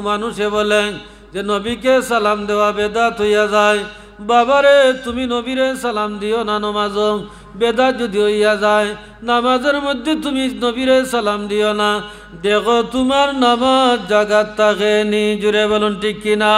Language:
Sylheti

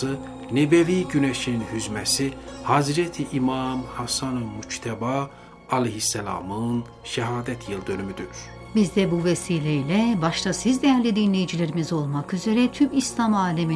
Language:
Turkish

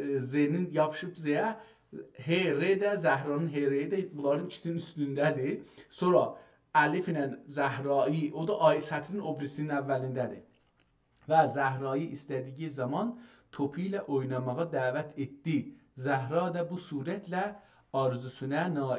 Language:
South Azerbaijani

